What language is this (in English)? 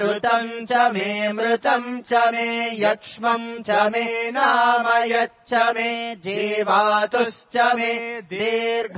Sanskrit